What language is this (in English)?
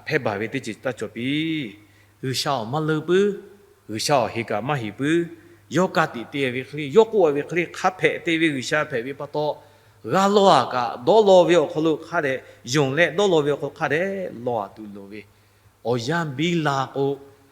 Lahu